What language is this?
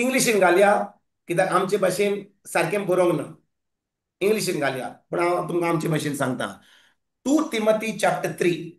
Konkani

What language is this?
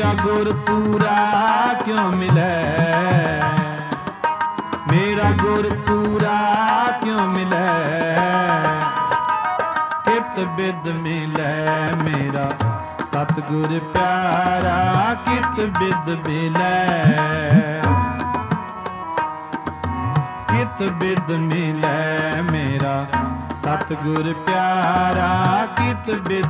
Punjabi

